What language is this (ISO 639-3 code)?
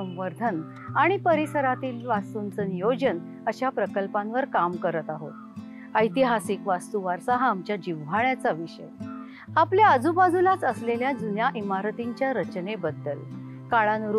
mar